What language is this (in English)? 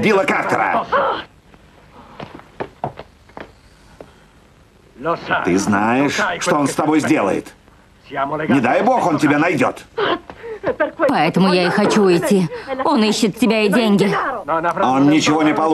Russian